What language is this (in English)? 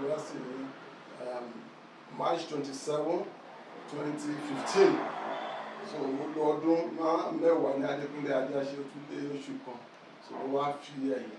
Yoruba